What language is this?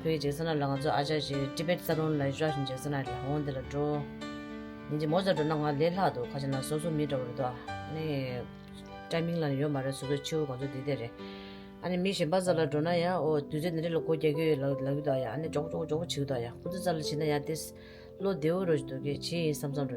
Tibetan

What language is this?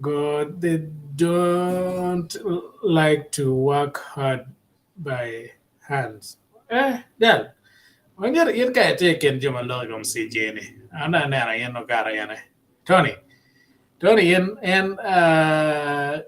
Acoli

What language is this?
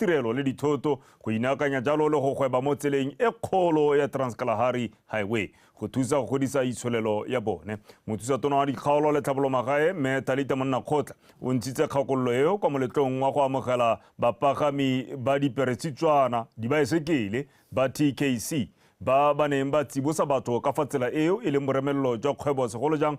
Tswana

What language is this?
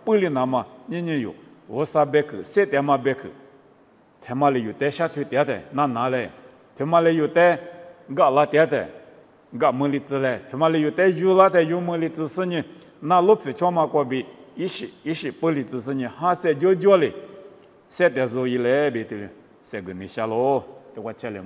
Lisu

